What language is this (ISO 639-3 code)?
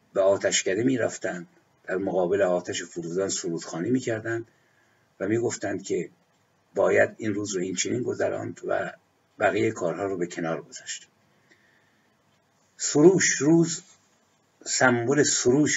fas